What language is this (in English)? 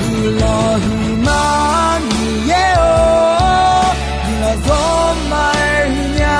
Akha